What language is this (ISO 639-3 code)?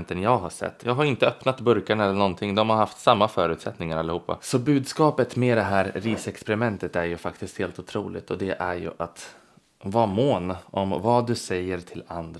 swe